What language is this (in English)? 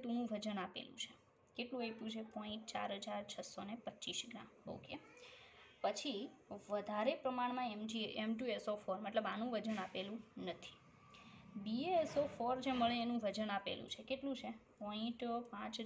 Gujarati